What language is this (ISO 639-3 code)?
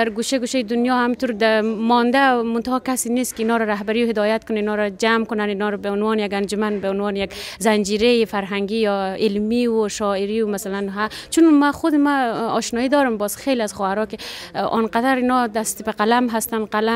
fas